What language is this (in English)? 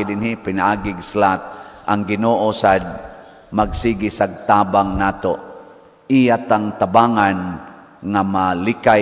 Cebuano